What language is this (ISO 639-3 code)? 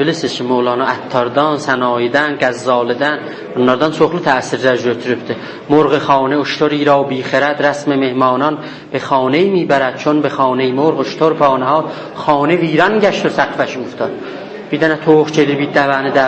azb